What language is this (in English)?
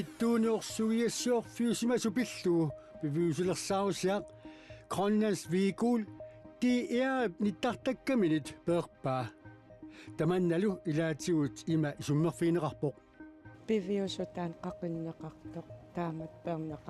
Kalaallisut